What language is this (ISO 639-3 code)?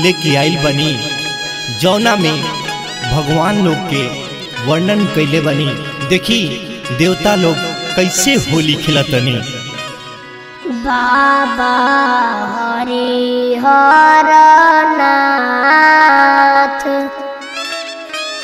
bho